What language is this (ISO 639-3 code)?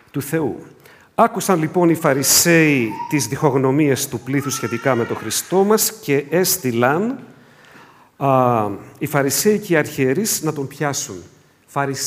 ell